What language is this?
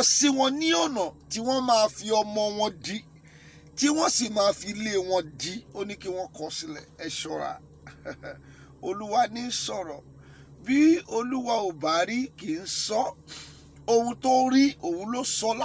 Yoruba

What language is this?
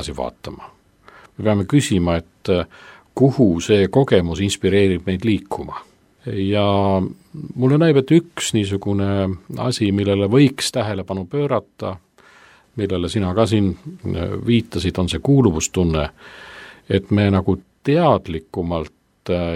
Estonian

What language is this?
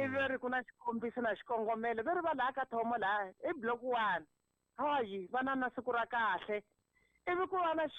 Tsonga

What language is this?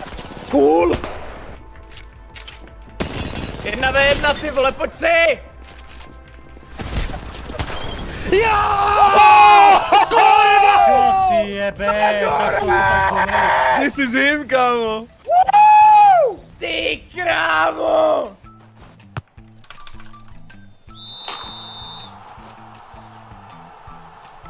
Slovak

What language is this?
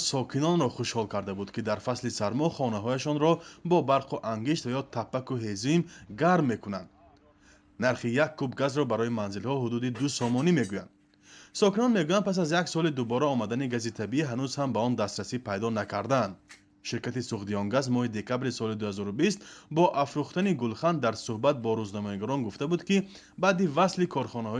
Tajik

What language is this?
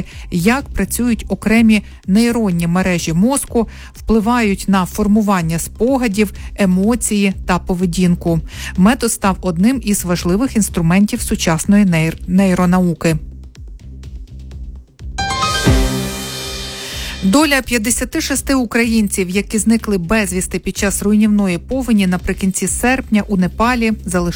Ukrainian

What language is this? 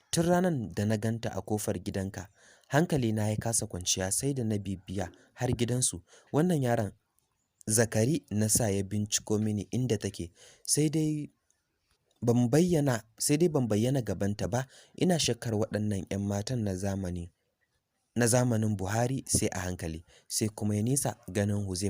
Hausa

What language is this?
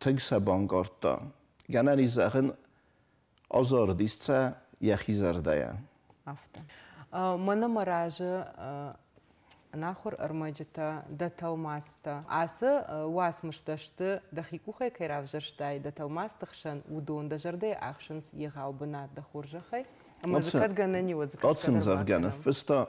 Ossetic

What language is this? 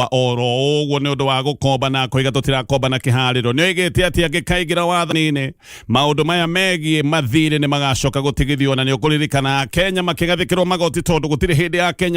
Kikuyu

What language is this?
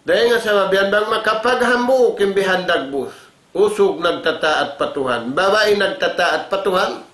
Tausug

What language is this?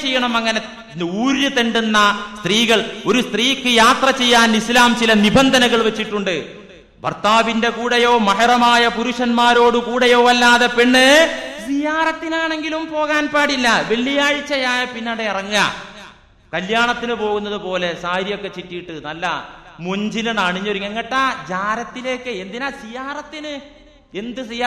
Malayalam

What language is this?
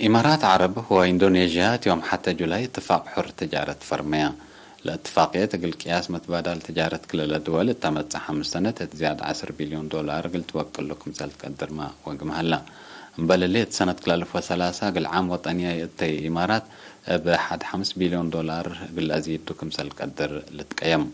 Tigre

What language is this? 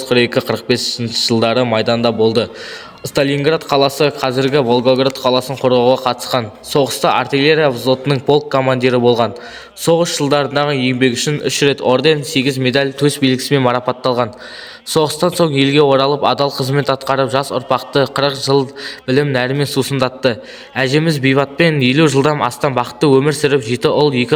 Kazakh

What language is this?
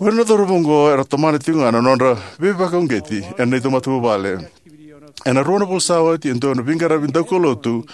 Fijian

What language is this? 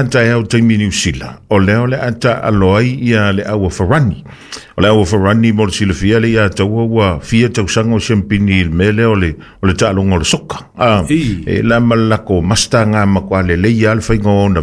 Samoan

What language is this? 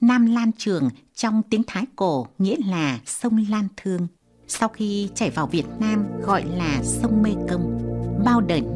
Vietnamese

